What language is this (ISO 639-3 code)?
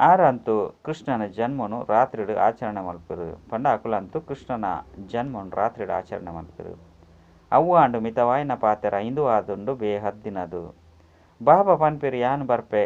tcy